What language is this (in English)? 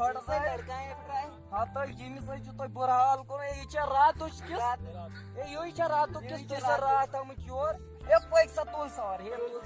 Kashmiri